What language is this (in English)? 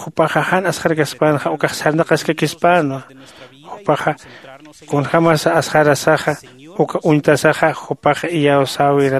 Aymara